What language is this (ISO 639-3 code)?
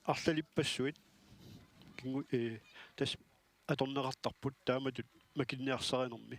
kal